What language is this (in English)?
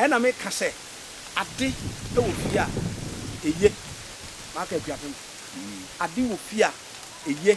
Akan